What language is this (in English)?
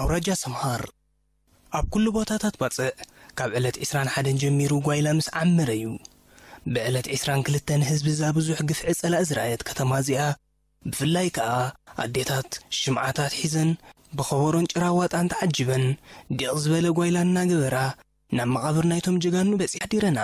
Tigrinya